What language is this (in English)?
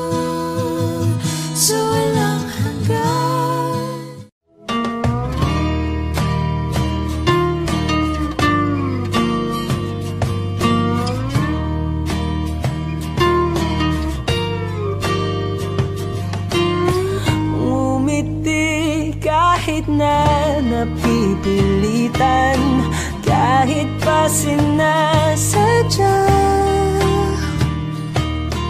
Filipino